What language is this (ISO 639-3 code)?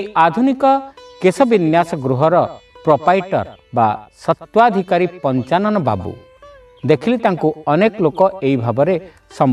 ori